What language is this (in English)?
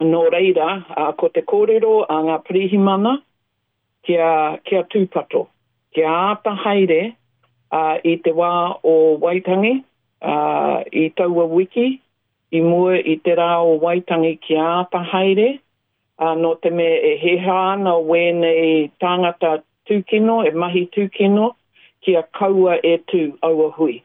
Māori